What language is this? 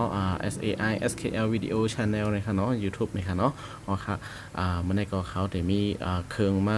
Shan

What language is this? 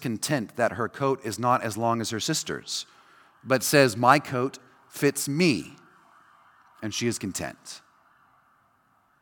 English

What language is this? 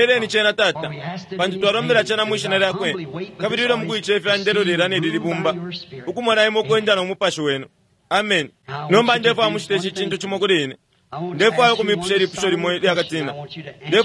Bemba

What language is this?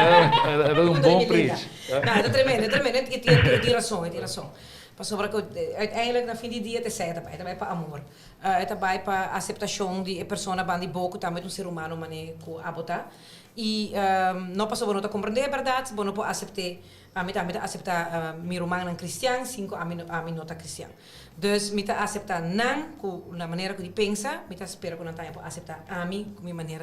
Papiamento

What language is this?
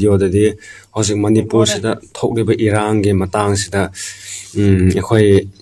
Manipuri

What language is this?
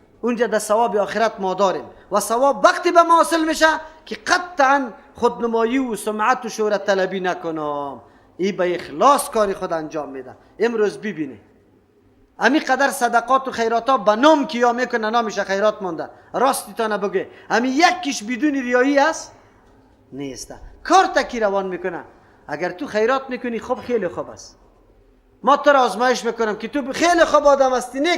Persian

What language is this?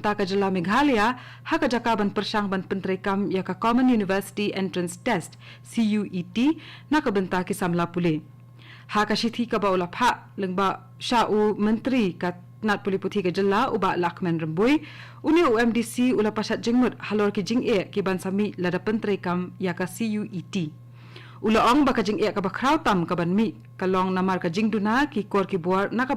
Khasi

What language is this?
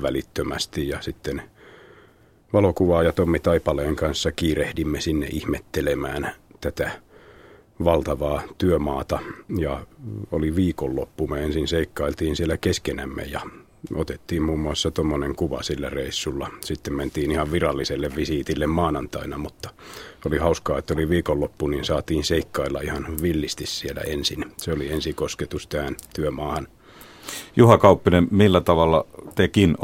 Finnish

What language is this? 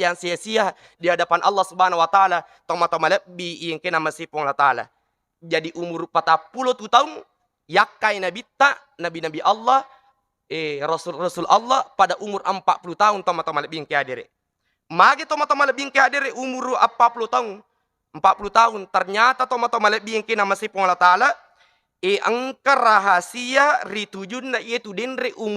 Buginese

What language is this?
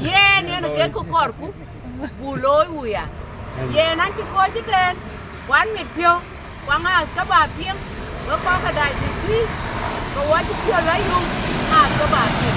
Dinka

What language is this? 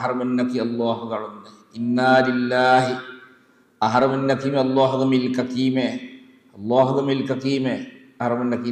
Divehi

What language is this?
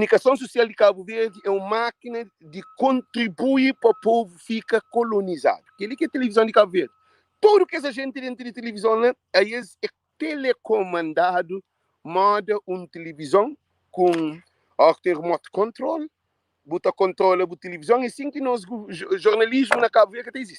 Kabuverdianu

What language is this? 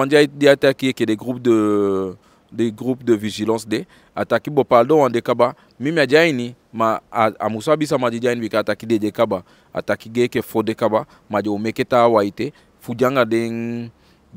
Eastern Maroon Creole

